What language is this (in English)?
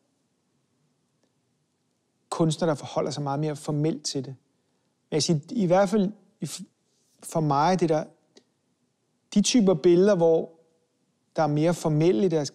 Danish